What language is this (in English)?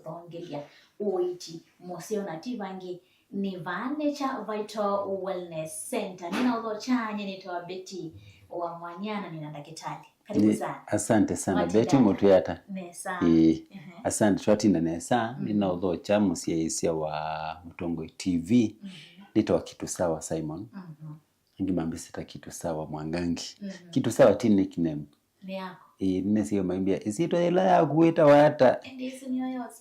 Kamba